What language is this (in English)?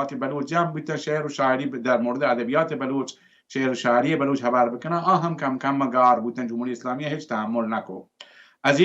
Baluchi